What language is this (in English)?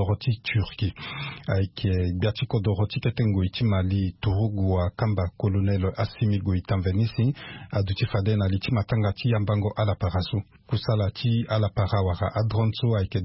Sango